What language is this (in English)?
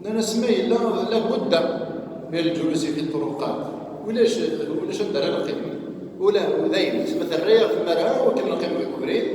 Kabyle